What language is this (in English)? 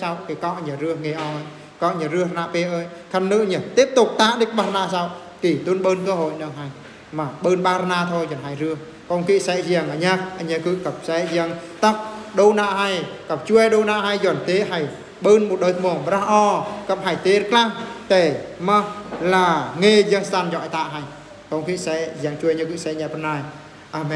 Eastern Bru